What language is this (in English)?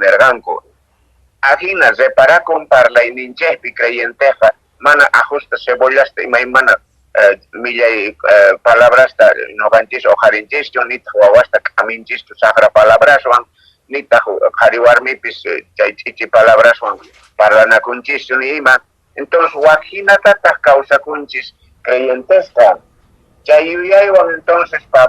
Quechua